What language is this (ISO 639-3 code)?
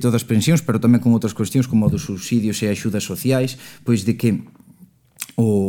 glg